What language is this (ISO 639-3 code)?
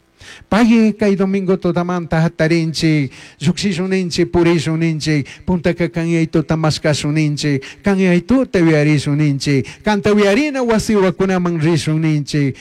qug